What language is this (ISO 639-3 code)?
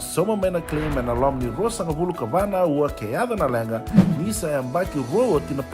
fij